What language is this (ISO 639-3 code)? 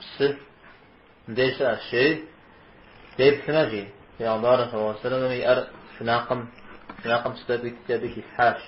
kbd